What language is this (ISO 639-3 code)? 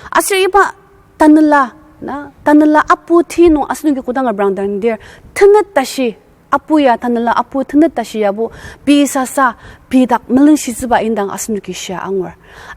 njo